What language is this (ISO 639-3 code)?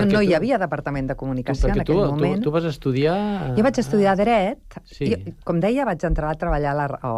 cat